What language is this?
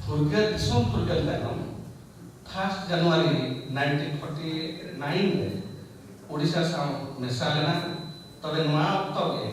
Santali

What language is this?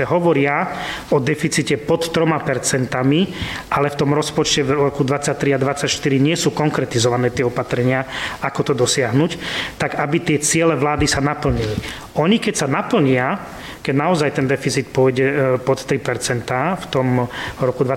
Slovak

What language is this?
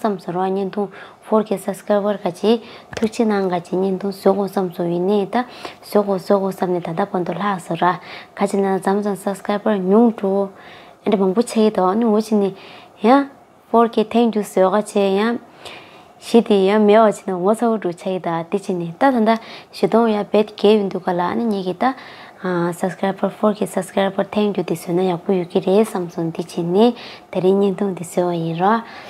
Tibetan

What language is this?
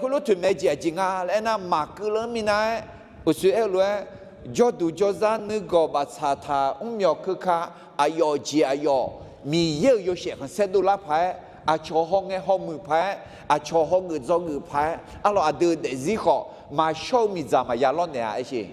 Akha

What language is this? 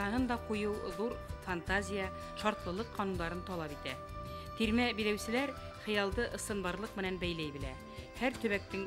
Bashkir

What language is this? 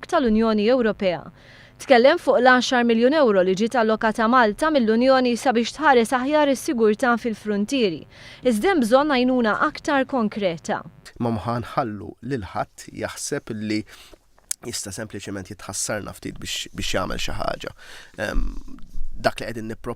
Maltese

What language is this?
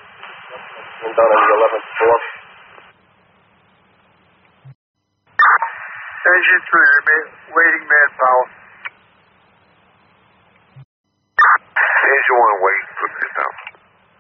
English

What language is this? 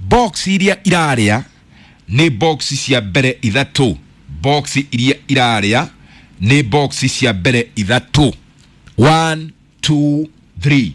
Kikuyu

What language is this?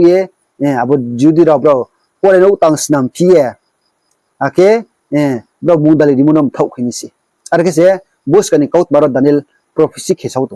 Riang (India)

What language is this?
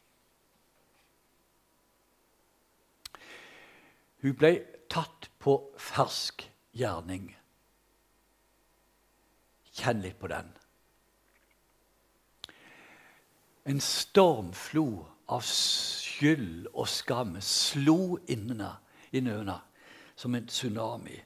Norwegian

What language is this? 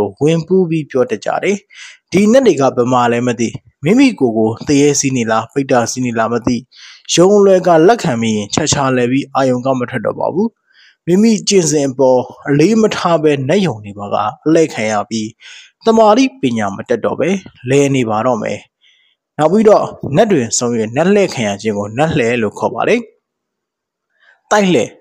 Burmese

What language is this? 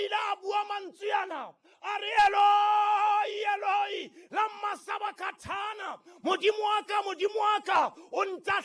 Southern Sotho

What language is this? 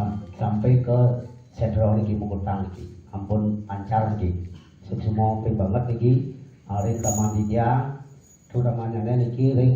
Balinese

